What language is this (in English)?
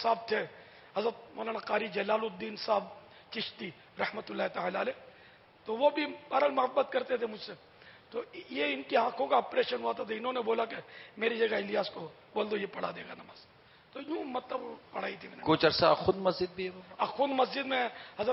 Urdu